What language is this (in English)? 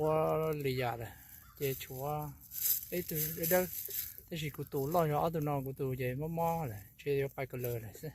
Hmong